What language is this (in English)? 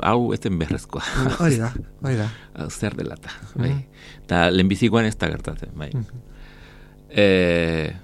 Basque